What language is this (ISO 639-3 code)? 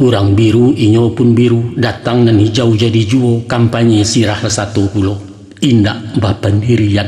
min